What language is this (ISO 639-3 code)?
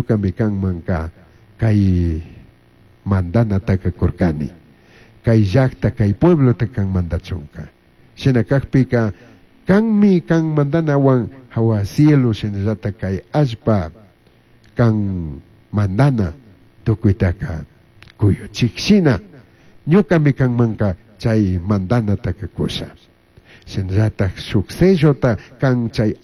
qug